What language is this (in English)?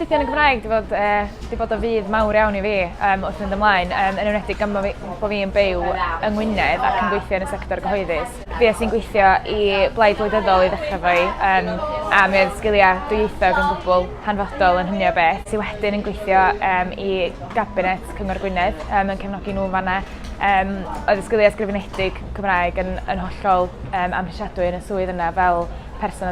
Welsh